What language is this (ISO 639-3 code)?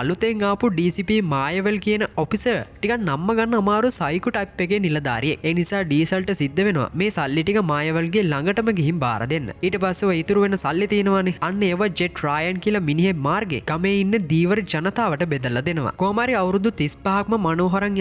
sin